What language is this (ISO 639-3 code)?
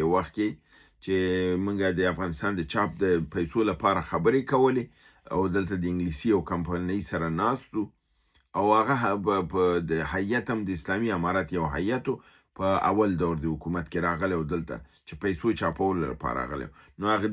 pus